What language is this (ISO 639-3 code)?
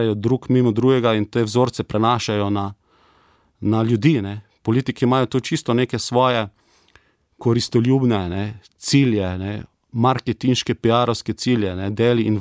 slv